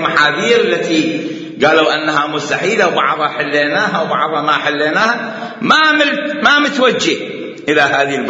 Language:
Mesopotamian Arabic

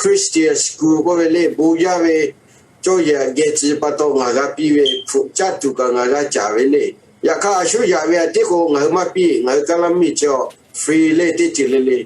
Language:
Lahu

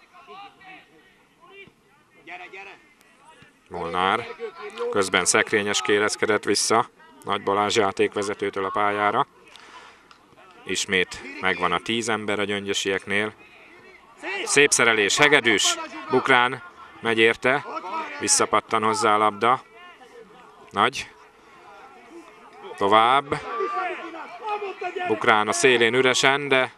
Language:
Hungarian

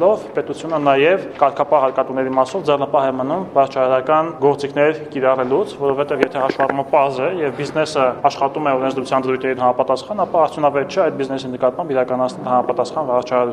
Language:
Armenian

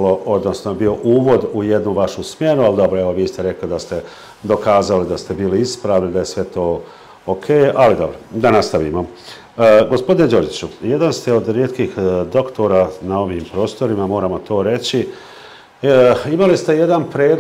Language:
Serbian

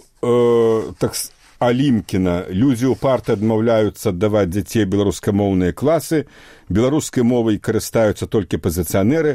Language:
Belarusian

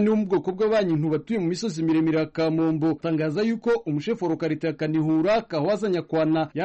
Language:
Kinyarwanda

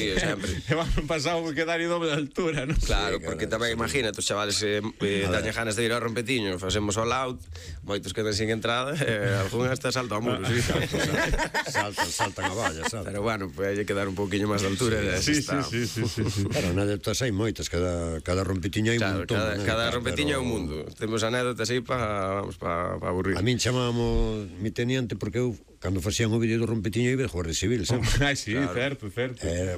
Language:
Galician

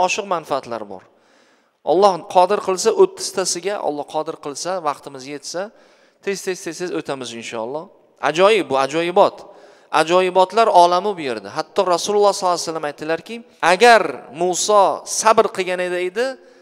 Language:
Uzbek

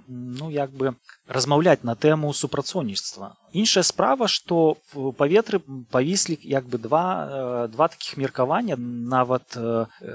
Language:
Belarusian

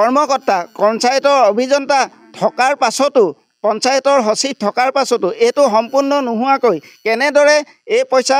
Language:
Assamese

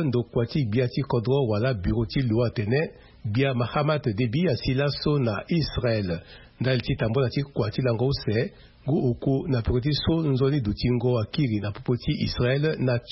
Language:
Sango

